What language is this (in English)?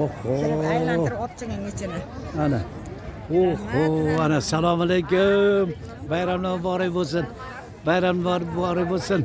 Uzbek